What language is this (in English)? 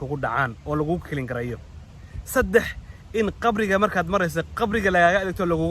Somali